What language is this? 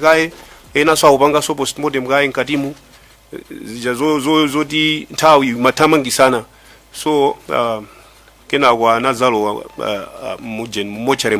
Nyanja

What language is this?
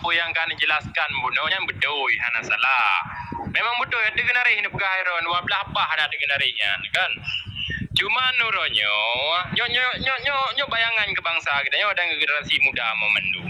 Achinese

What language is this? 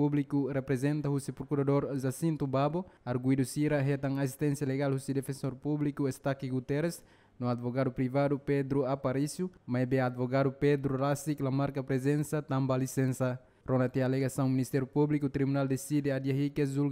Tetum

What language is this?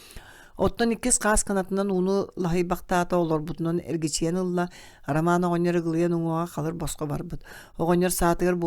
Yakut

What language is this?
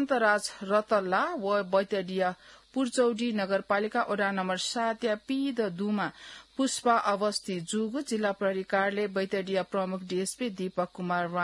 Newari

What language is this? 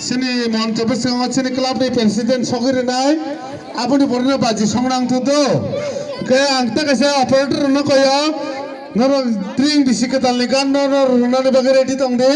Kok Borok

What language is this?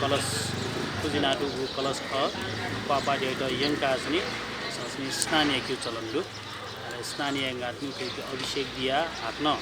Newari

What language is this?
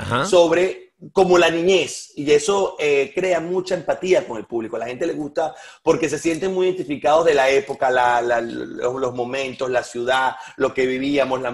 Spanish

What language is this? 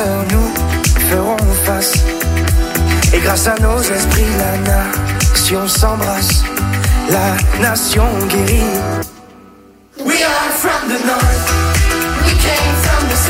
French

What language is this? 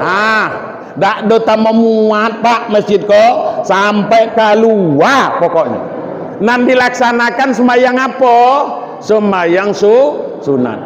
Minangkabau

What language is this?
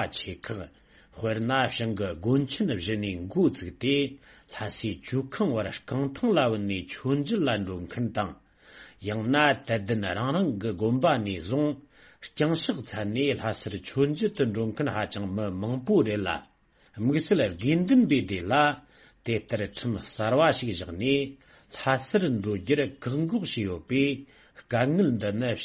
Tibetan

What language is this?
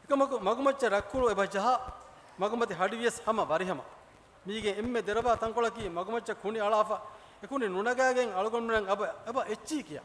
Divehi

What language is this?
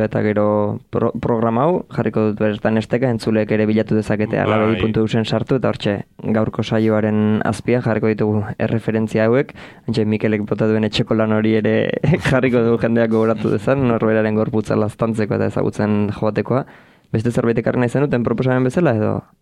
Basque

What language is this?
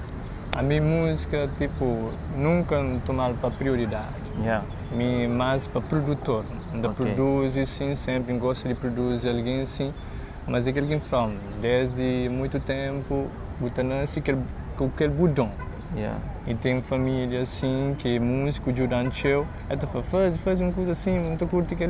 Kabuverdianu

